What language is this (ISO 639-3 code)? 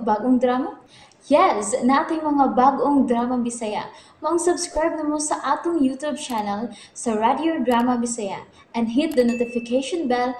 ceb